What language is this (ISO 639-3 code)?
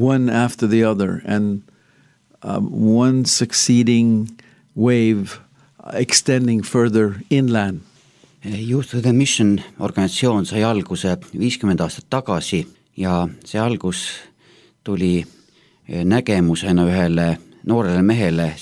est